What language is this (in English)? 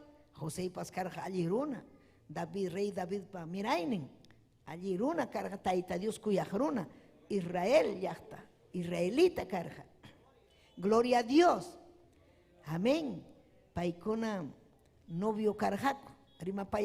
Ayacucho Quechua